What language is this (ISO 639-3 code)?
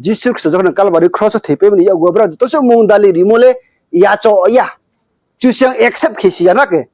ria